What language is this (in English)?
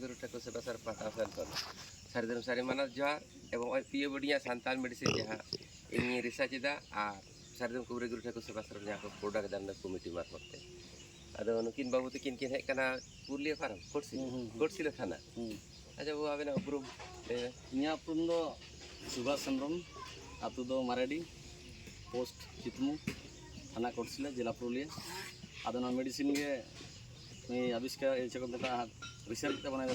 Santali